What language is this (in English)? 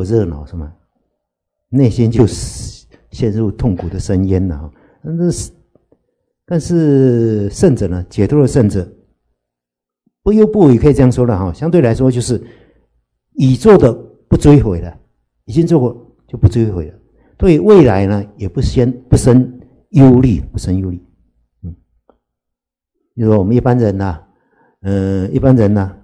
Chinese